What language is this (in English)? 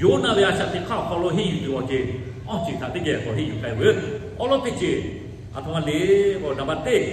Lahu